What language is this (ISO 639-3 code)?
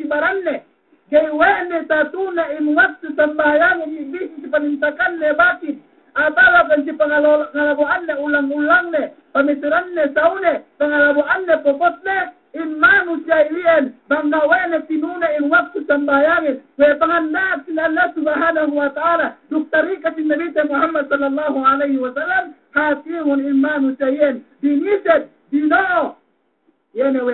yka